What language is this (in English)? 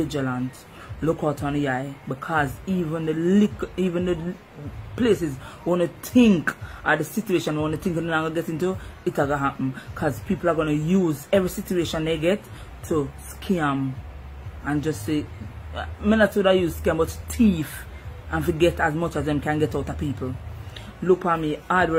Jamaican Creole English